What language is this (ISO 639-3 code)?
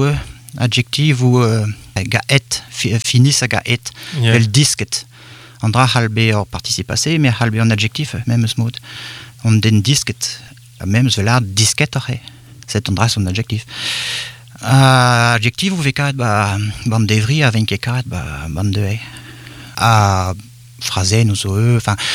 bre